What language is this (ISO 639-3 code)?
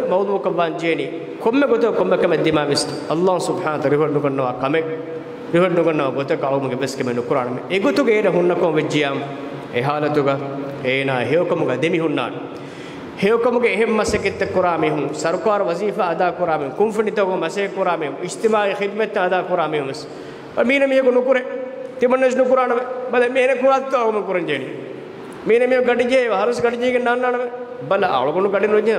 div